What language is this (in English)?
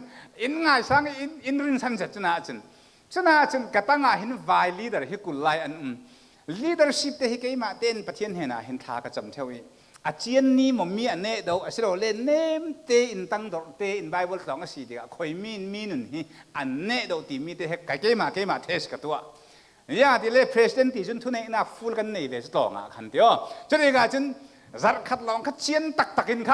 Falam Chin